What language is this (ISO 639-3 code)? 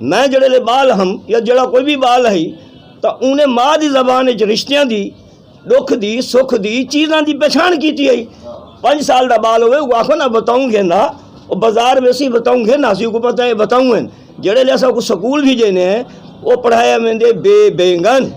lah